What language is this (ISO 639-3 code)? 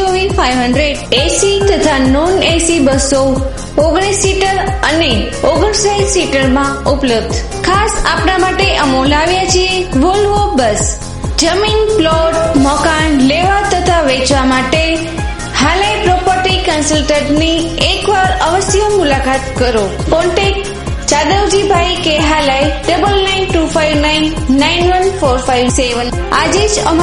guj